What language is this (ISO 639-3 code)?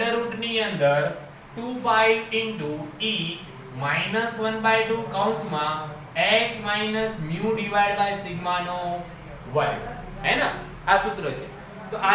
guj